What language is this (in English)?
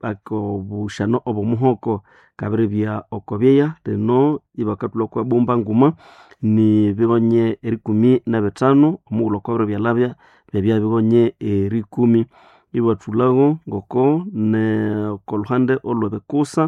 Nande